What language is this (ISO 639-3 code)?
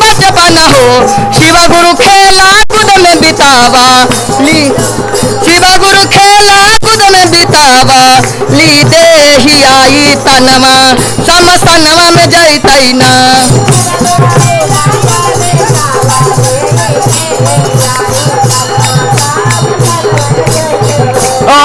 bho